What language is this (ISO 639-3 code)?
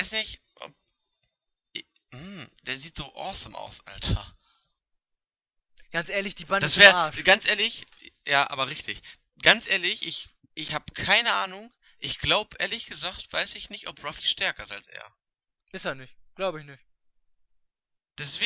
deu